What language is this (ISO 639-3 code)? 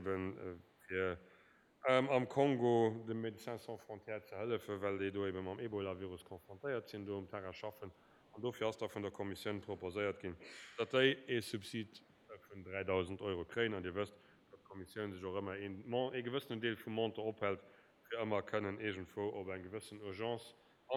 ltz